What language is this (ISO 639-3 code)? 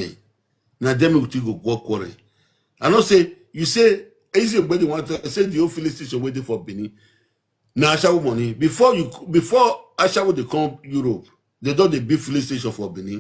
pcm